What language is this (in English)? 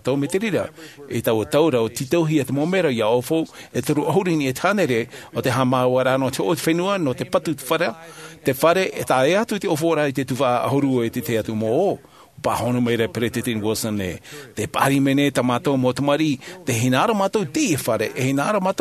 Tahitian